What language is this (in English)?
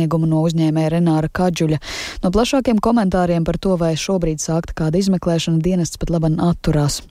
Latvian